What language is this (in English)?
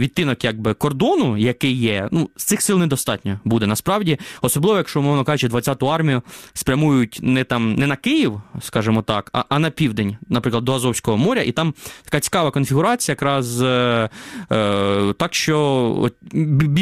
Ukrainian